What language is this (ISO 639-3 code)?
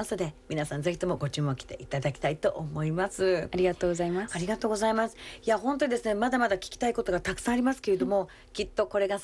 jpn